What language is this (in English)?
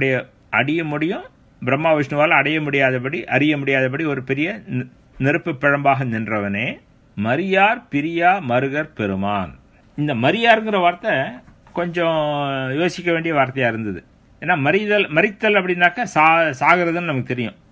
Tamil